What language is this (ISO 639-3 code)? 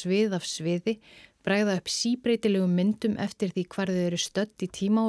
isl